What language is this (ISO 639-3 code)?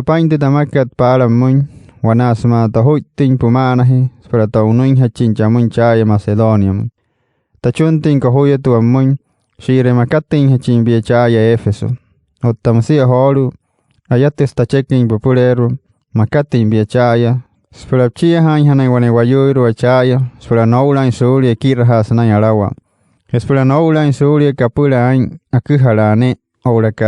guc